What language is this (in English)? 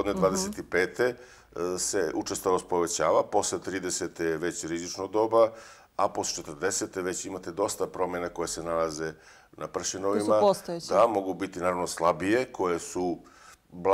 Bosnian